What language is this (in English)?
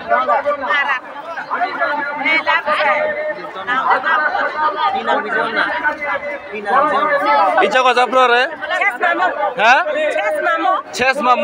Bhojpuri